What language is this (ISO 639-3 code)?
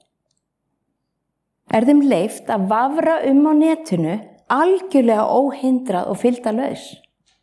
isl